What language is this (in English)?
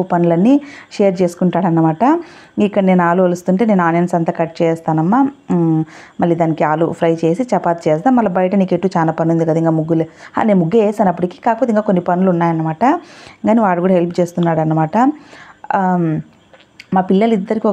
Telugu